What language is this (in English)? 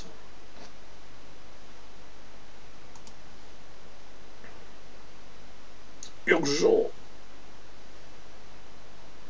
French